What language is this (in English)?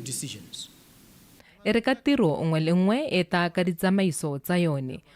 Tswana